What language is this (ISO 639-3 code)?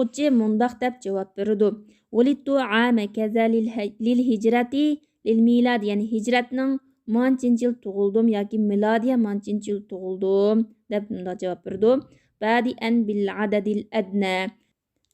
uig